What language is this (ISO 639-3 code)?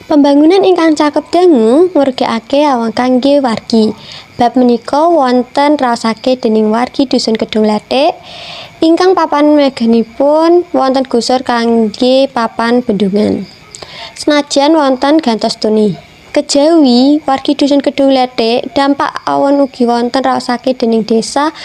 jav